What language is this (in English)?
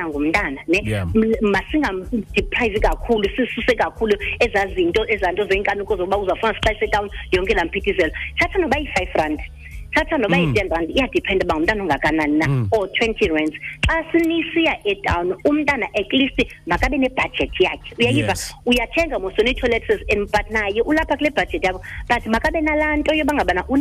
Xhosa